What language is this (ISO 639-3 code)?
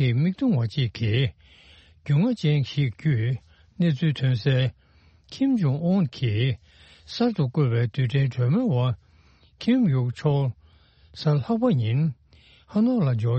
bod